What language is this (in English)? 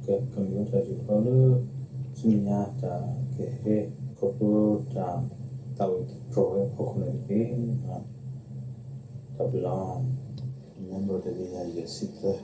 S'gaw Karen